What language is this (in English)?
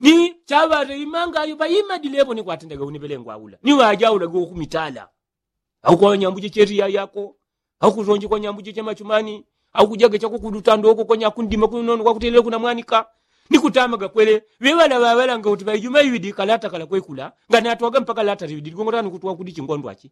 Yao